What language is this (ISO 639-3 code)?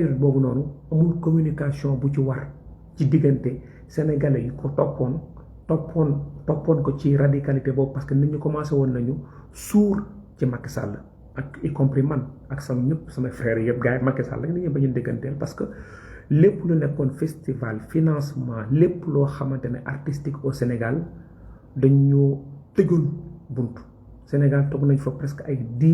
wol